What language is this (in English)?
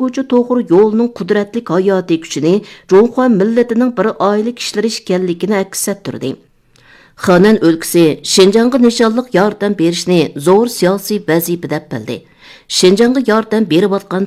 Uyghur